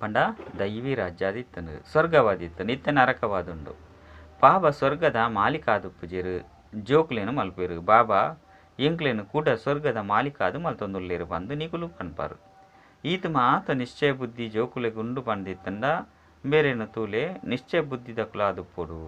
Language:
Tulu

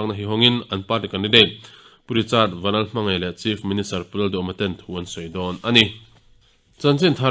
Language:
Mizo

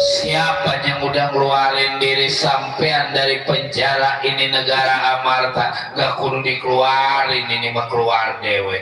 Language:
Betawi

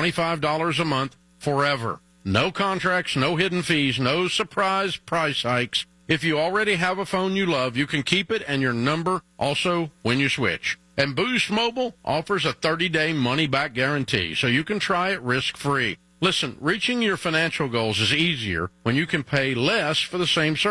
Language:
English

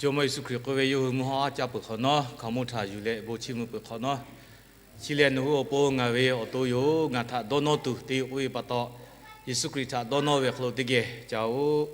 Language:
Lahu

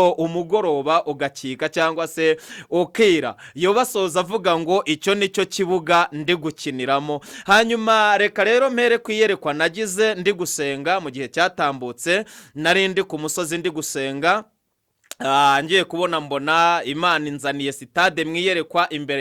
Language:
Kinyarwanda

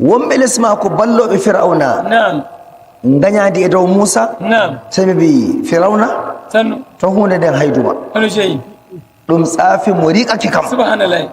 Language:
Nigerian Fulfulde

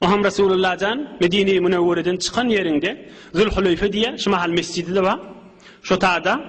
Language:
Turkmen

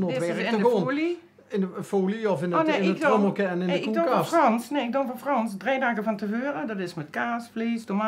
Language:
Limburgish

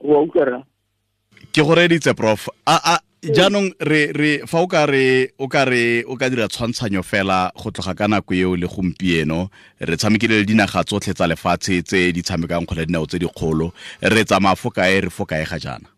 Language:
Tswana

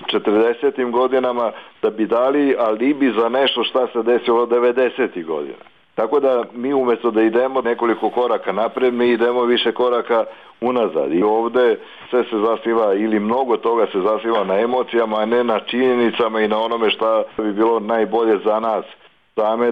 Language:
Bosnian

